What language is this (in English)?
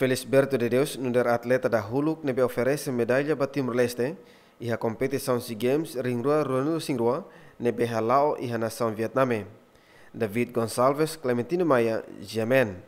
Tetum